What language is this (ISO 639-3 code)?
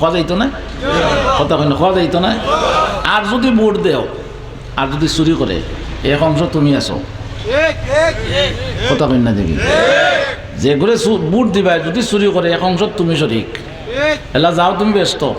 syl